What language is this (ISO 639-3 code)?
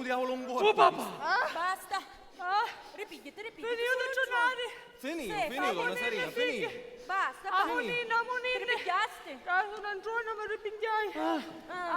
scn